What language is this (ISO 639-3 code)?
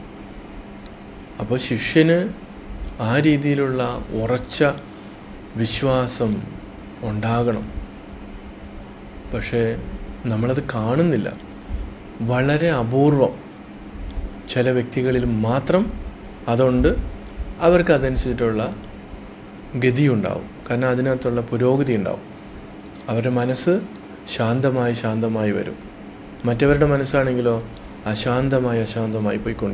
mal